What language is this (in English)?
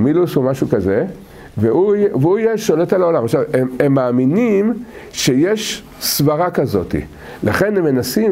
Hebrew